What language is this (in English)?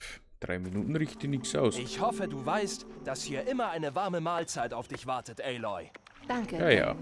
Bavarian